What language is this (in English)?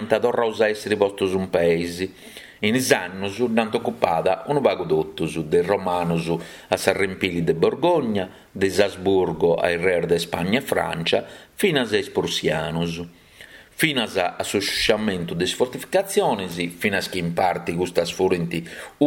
Sardinian